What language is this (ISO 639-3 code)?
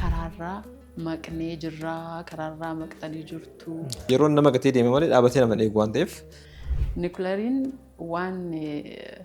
orm